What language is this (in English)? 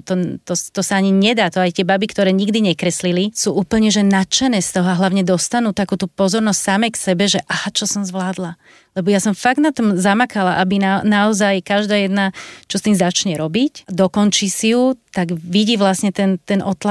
Slovak